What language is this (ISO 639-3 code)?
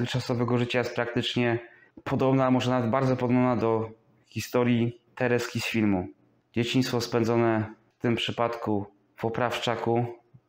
pol